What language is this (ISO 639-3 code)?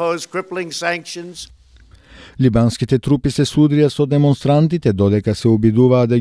mkd